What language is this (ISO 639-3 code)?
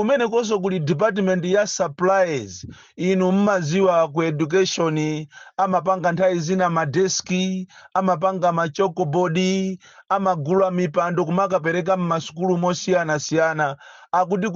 nya